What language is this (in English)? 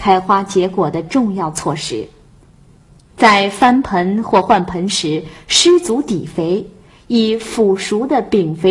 Chinese